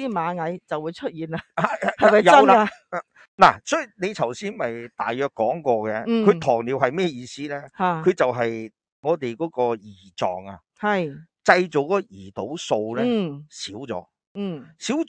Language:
Cantonese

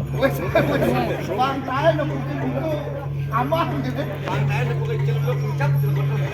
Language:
Balinese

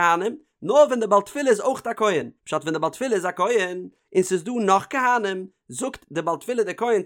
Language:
Yiddish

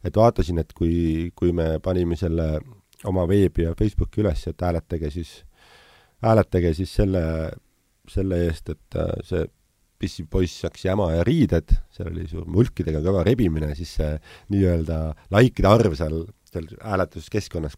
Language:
Estonian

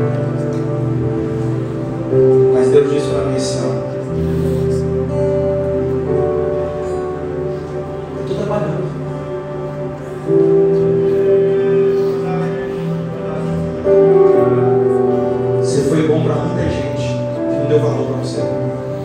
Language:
Portuguese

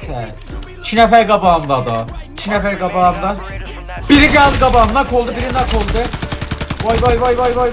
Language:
South Azerbaijani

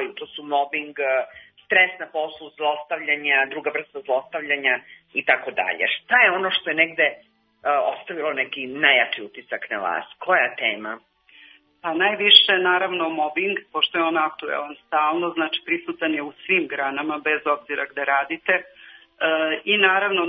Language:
Serbian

